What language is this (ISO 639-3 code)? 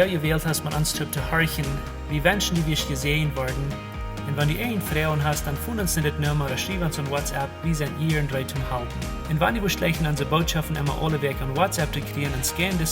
pdt